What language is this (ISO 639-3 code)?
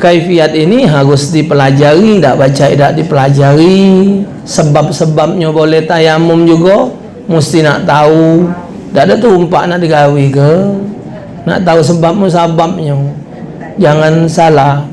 mui